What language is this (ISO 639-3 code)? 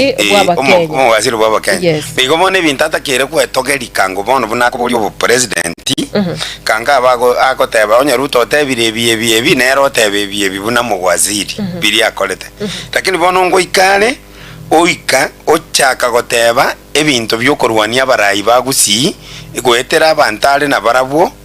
guz